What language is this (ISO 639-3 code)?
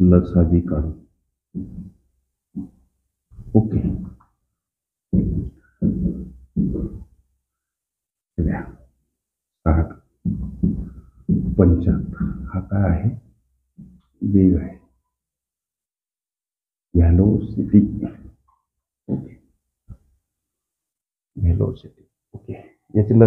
mar